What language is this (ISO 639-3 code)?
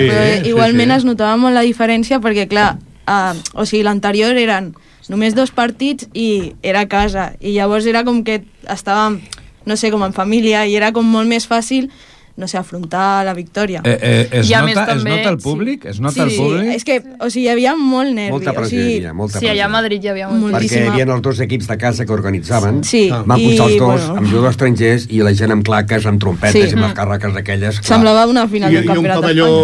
cat